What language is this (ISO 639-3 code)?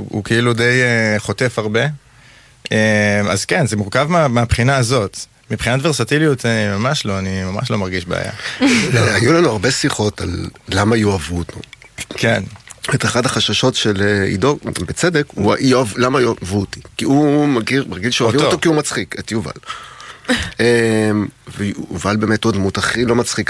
heb